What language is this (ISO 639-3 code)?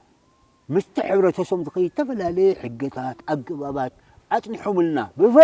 tir